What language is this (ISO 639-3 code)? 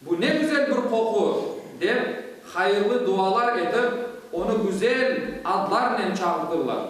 crh